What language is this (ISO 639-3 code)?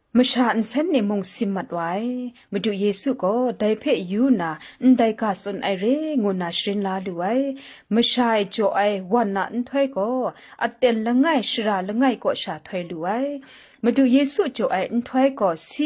kac